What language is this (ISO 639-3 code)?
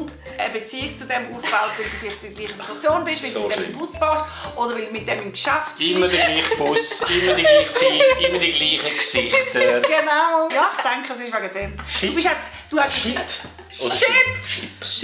gsw